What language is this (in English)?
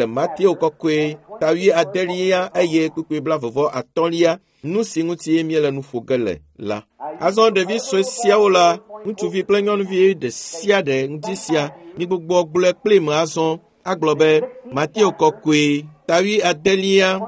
Ewe